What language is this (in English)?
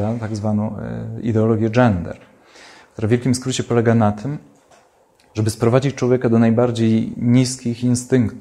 Polish